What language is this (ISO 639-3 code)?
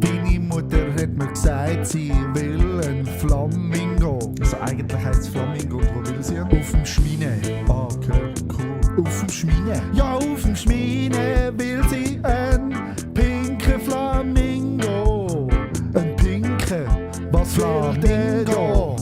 gsw